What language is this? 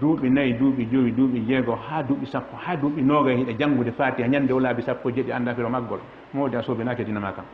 Fula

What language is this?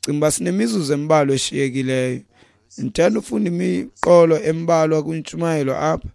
Xhosa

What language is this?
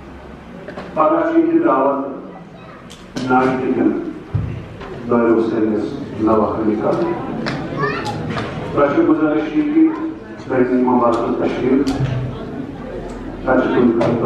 Kashmiri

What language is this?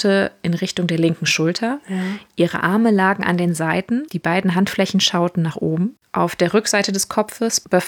German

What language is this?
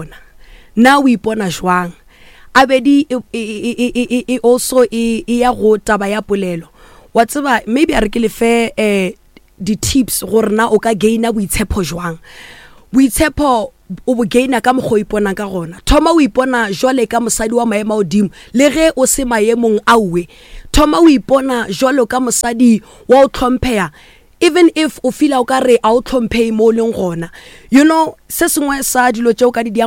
Northern Sotho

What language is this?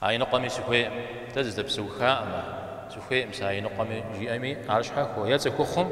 Kabardian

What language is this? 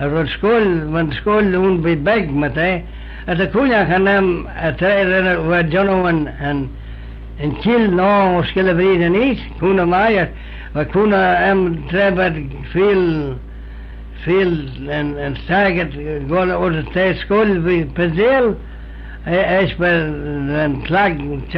Manx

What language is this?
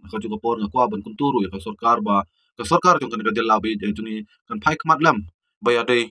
Khasi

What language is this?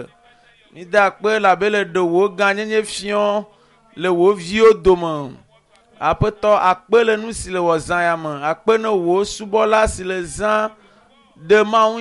Ewe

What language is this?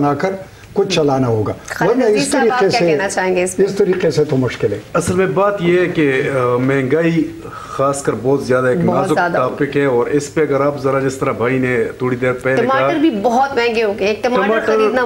Urdu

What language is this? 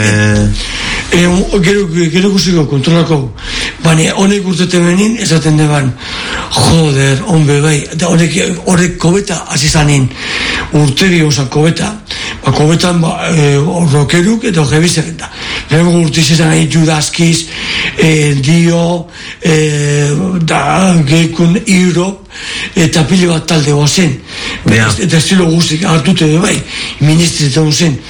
Basque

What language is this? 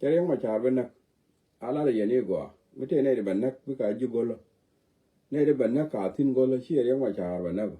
Nuer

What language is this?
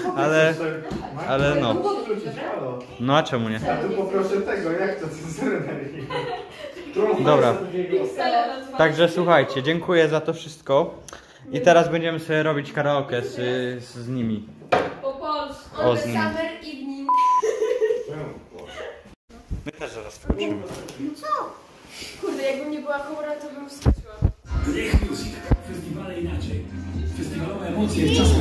Polish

